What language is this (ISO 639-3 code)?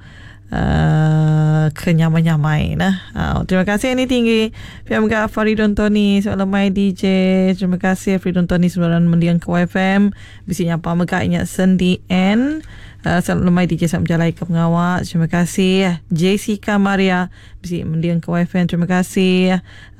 iba